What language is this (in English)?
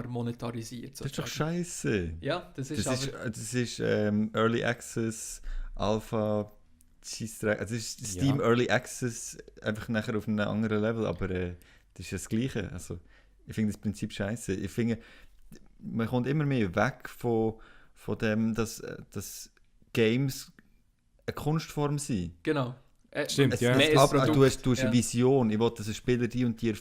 Swiss German